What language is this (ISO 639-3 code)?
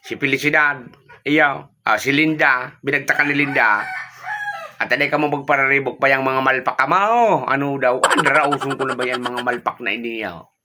bik